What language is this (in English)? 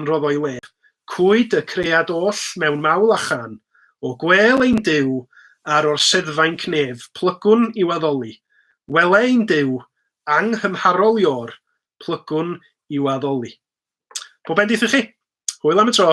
Welsh